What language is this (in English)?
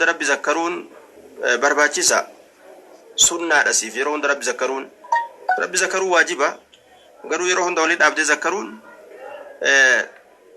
Oromo